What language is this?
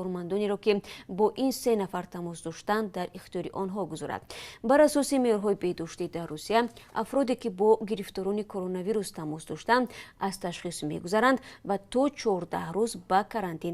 Tajik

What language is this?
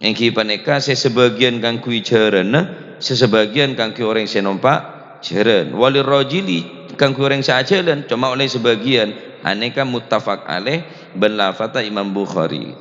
Madurese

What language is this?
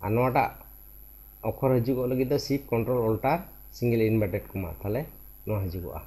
Santali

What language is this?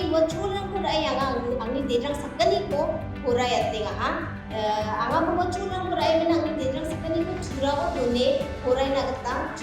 Garo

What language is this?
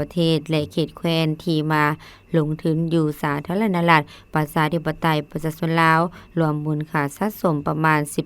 Lao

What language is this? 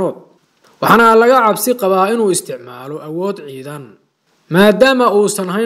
Somali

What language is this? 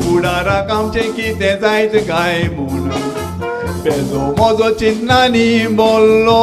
Konkani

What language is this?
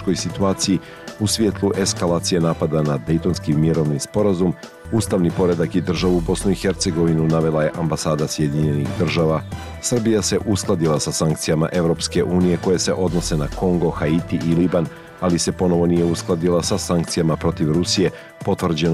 Bosnian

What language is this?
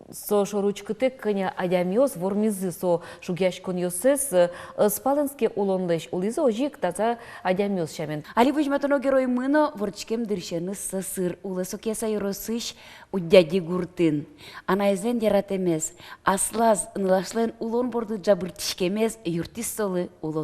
Udmurt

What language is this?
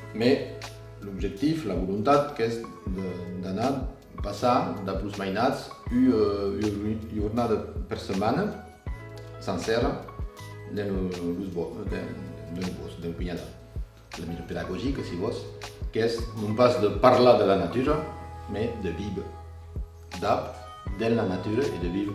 Occitan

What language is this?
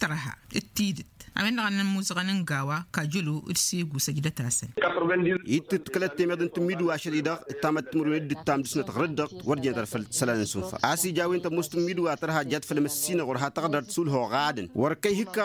Tamasheq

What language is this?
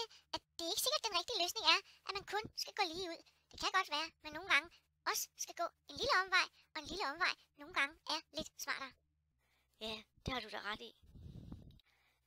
Danish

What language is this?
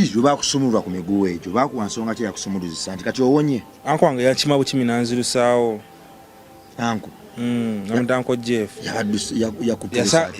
Ganda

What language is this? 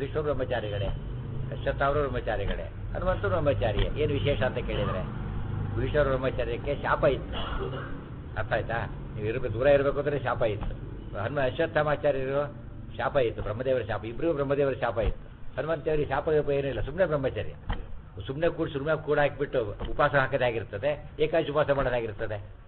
Kannada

